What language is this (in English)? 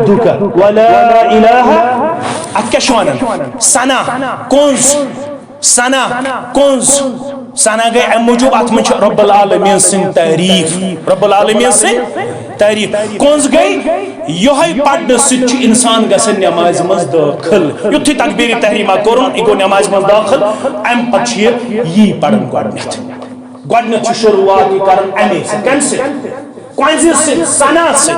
Kashmiri